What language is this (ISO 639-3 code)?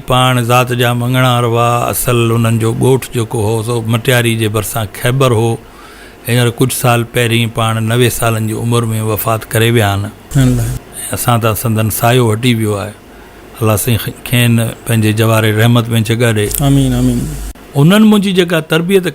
snd